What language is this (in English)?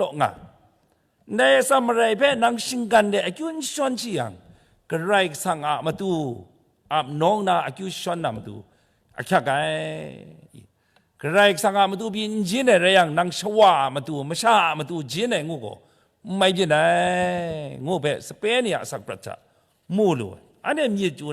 Kachin